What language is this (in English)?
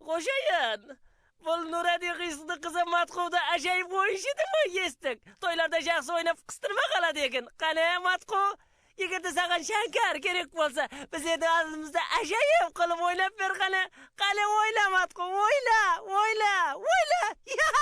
Kara-Kalpak